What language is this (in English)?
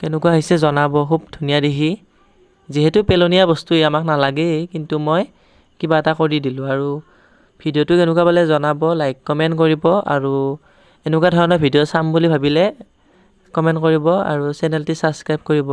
Assamese